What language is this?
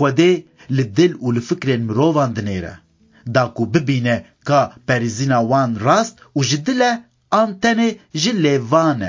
Kurdish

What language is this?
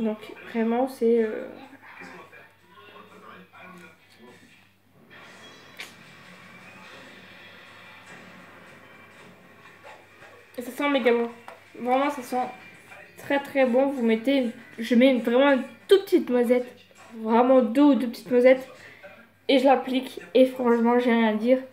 French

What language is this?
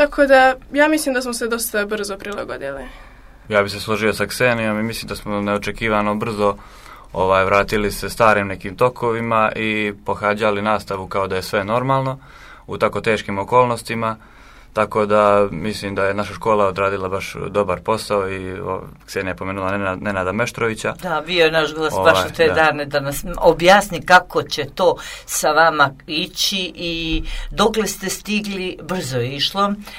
Serbian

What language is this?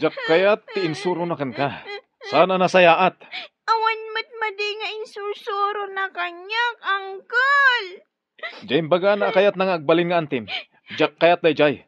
Iloko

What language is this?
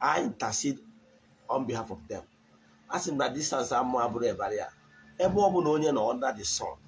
Igbo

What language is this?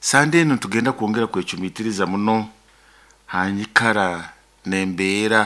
Nyoro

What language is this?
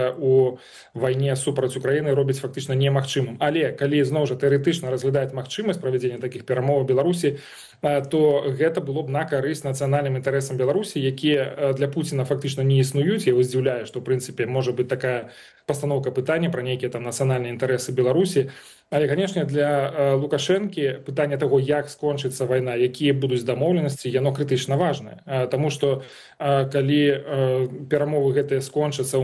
Belarusian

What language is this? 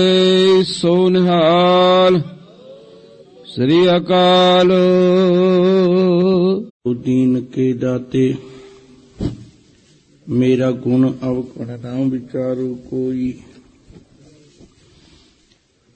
Punjabi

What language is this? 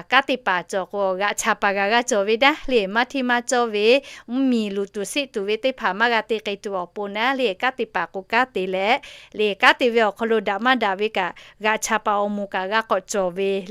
Lahu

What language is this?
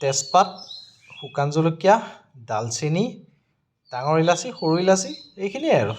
Assamese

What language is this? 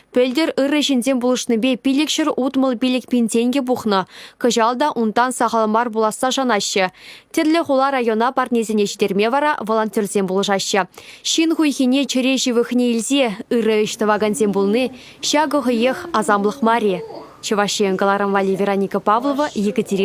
Chuvash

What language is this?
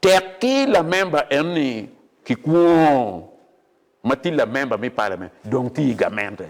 Acoli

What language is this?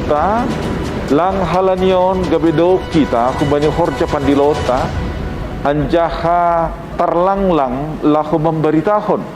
Batak Simalungun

